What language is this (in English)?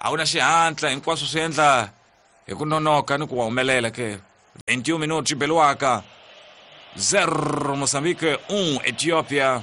Tsonga